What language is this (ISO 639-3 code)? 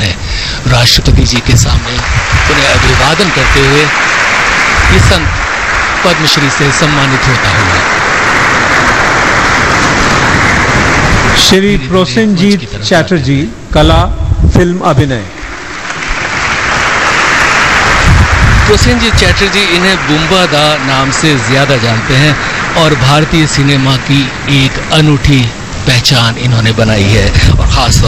hin